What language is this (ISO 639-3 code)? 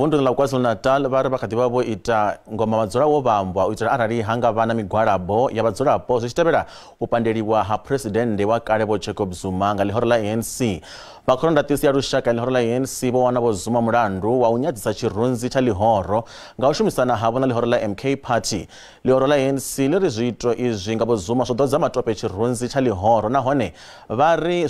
ven